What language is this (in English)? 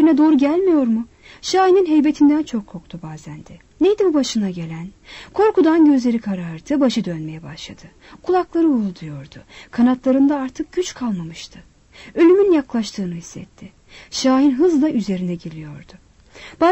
Turkish